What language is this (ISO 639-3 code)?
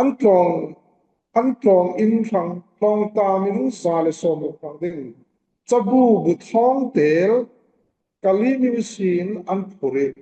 cfm